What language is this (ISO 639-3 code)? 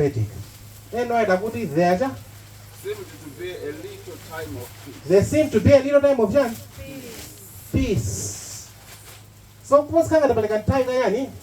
nya